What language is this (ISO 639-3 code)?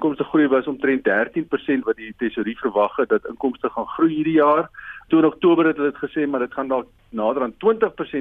afr